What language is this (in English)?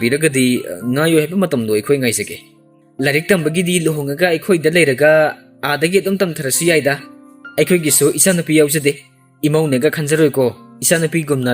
Manipuri